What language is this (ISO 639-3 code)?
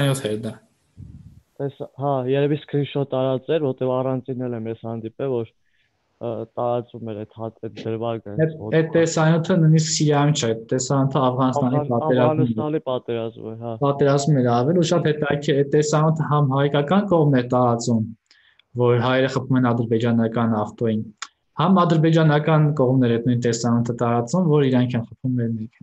hye